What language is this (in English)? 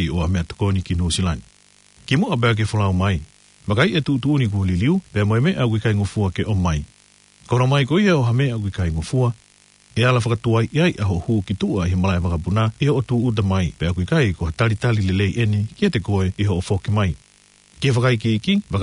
Tongan